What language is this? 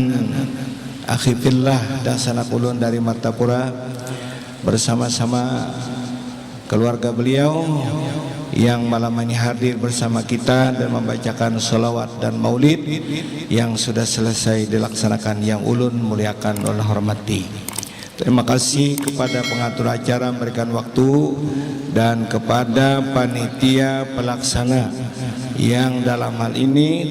Banjar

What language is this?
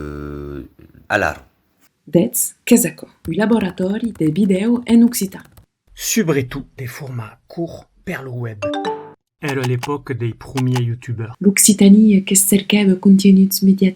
Occitan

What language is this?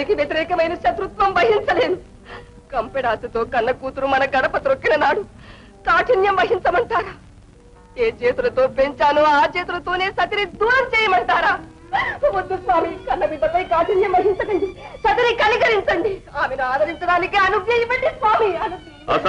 Telugu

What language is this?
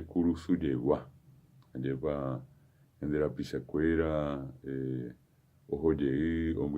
Guarani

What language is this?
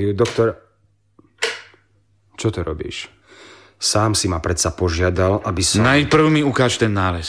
Slovak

